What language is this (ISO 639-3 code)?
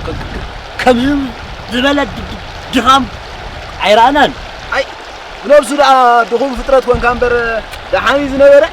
tir